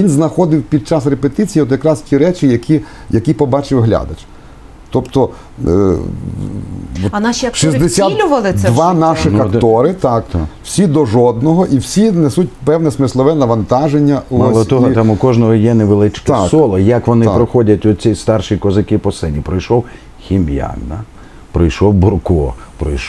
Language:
Ukrainian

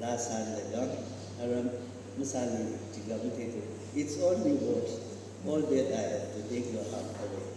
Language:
Tangkhul Naga (India)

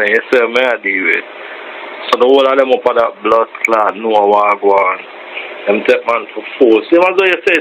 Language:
Jamaican Creole English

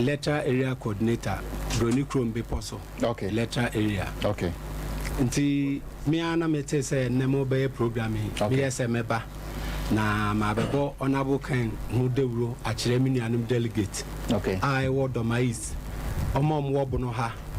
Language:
Akan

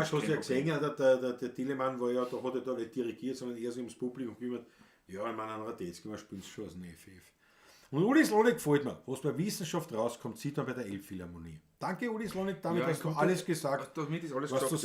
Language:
Bavarian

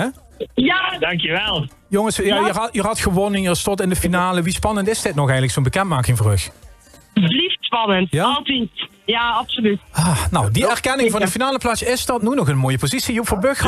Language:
Limburgish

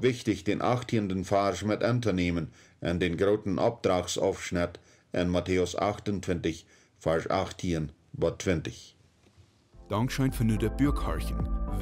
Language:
Plautdietsch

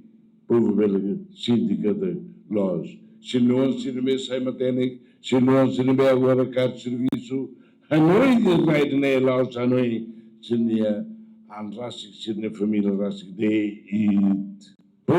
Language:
Tetum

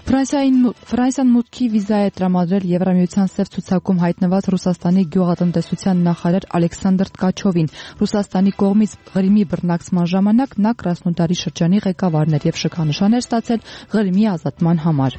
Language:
Armenian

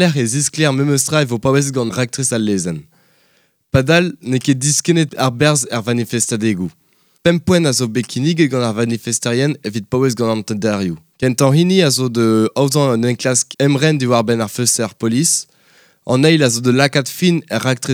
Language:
Breton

